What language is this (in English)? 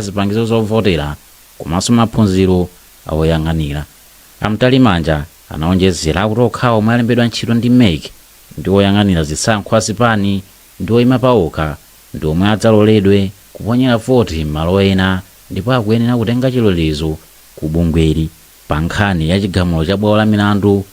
Nyanja